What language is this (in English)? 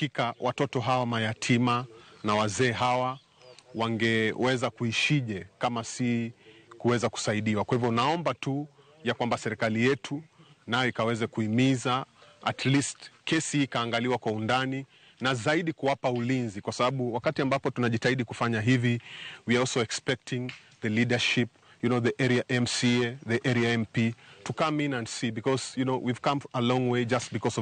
Luo (Kenya and Tanzania)